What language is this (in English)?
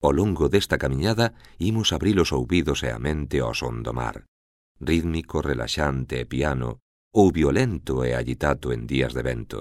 Galician